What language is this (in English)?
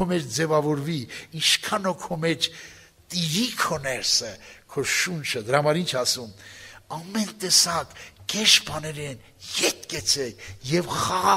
Armenian